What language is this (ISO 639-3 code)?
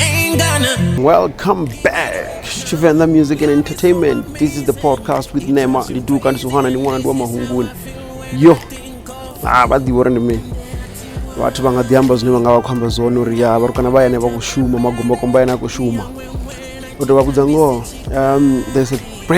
ven